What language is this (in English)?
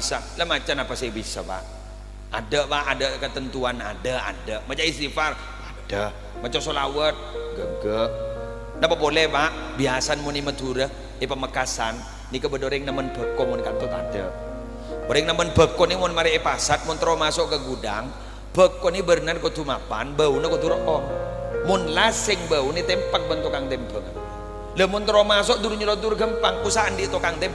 Madurese